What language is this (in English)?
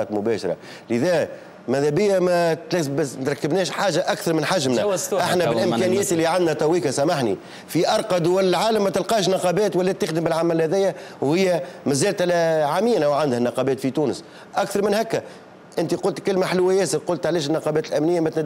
Tunisian Arabic